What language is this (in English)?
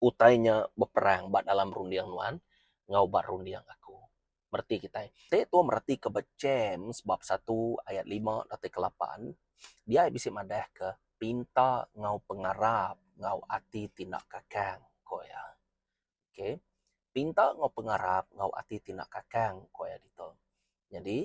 Iban